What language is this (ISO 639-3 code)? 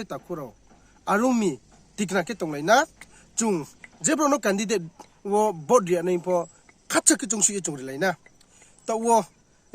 ria